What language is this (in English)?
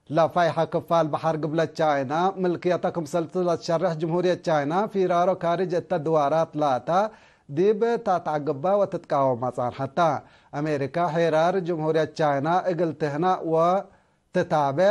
Tigre